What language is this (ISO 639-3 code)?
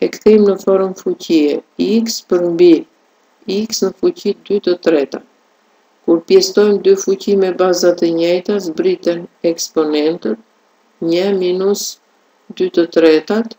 sqi